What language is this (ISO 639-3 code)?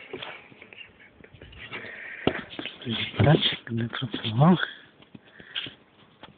pol